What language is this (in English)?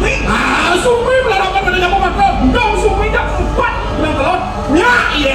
Balinese